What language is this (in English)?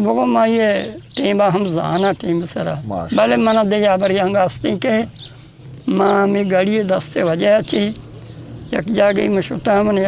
Eastern Balochi